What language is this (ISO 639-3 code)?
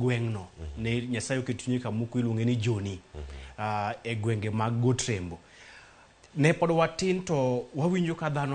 luo